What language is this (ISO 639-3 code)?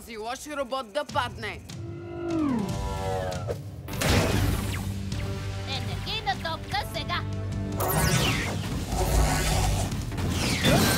bul